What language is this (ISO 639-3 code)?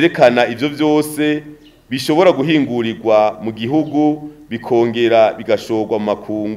run